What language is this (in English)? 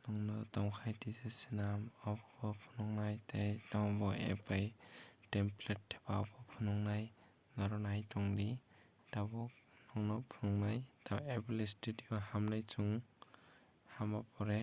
Kok Borok